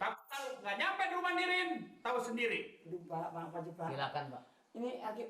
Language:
Betawi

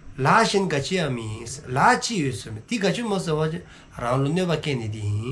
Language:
Dzongkha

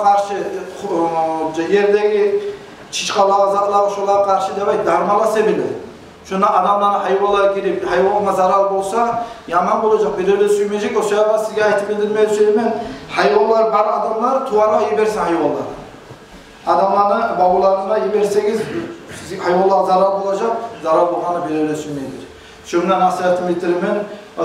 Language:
Kumyk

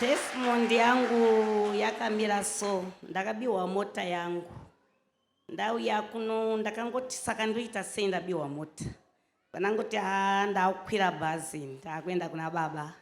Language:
Shona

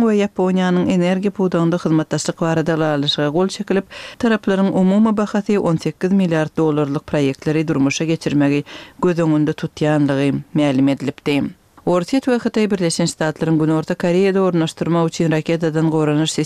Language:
Turkmen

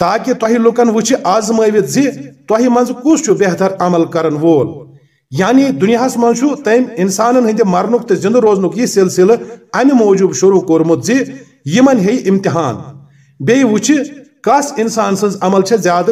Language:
Kashmiri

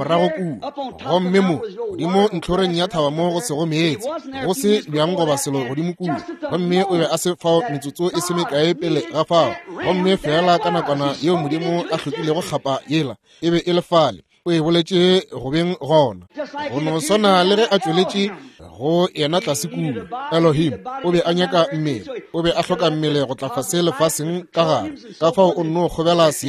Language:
Northern Sotho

